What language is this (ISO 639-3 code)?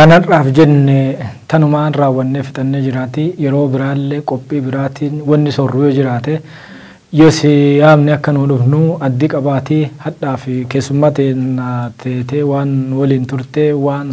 orm